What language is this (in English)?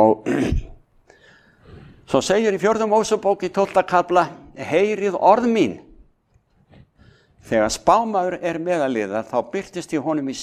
Icelandic